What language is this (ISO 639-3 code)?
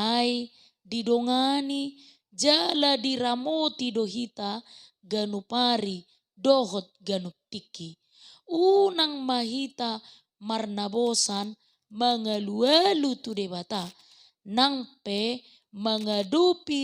bbc